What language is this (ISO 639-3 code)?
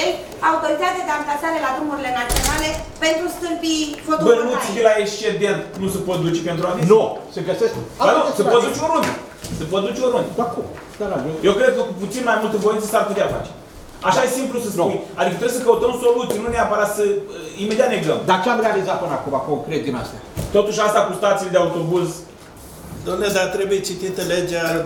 ron